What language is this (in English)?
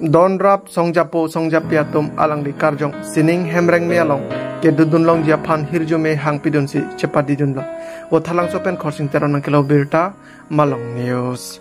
Karbi